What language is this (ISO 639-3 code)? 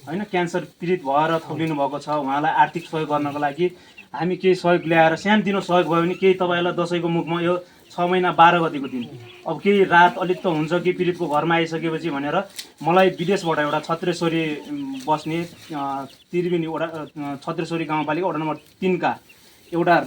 nep